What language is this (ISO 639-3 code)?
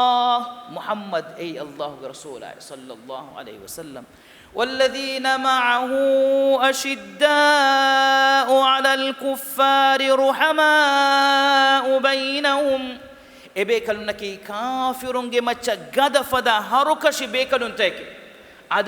div